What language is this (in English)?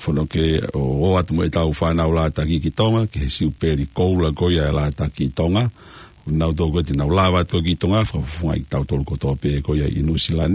Tongan